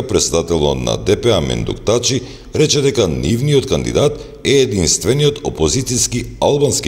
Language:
Macedonian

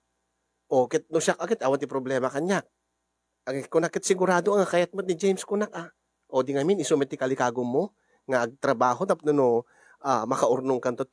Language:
Iloko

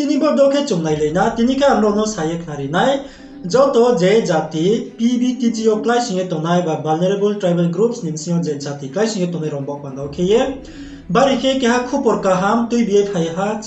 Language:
Riang (India)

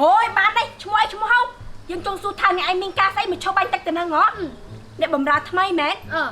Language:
Khmer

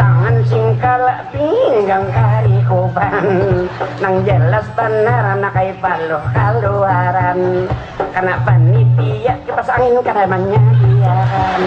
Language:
Banjar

